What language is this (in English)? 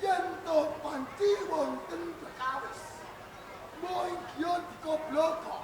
Javanese